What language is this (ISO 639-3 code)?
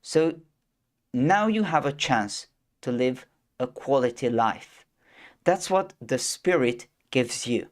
eng